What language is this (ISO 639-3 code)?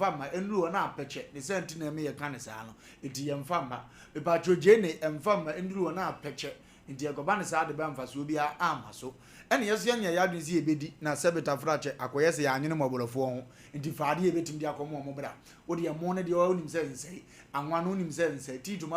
aka